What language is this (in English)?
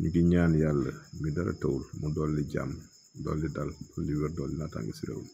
Wolof